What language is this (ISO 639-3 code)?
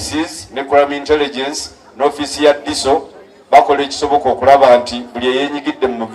lug